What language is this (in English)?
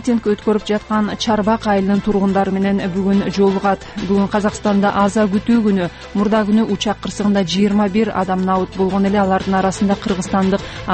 Kyrgyz